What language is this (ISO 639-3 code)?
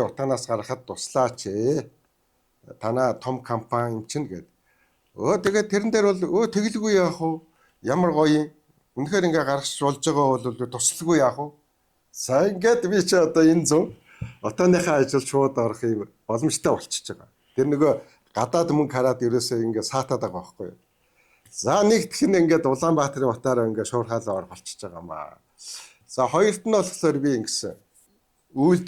mon